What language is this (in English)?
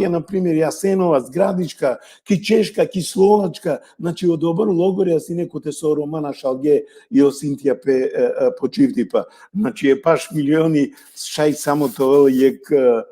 Balkan Romani